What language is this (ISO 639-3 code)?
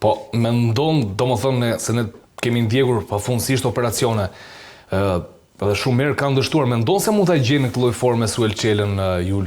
sqi